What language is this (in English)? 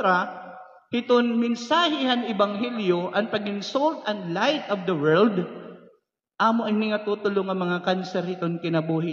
Waray